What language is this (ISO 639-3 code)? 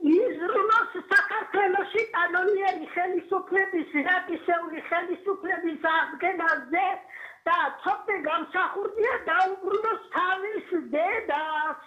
kat